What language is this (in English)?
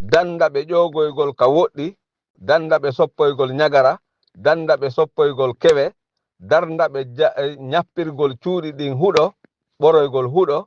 Fula